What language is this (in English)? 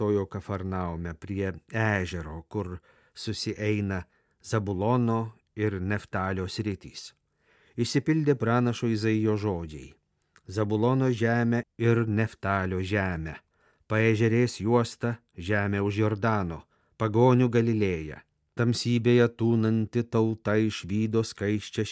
Lithuanian